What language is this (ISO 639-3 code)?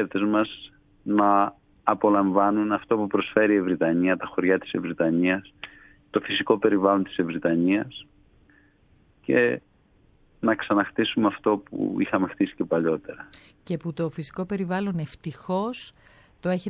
ell